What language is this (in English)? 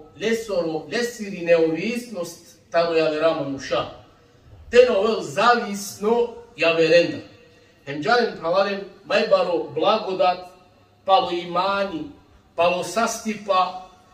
Balkan Romani